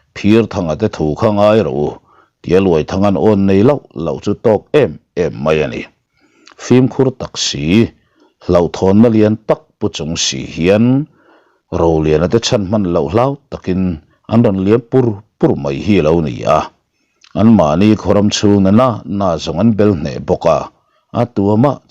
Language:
Mizo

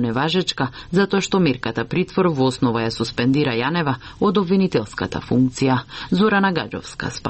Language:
Macedonian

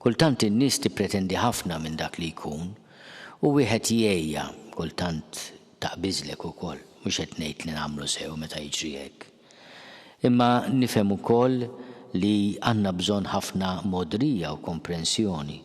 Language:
Maltese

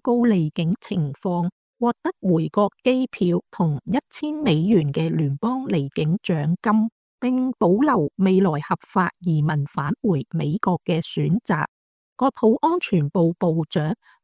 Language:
Cantonese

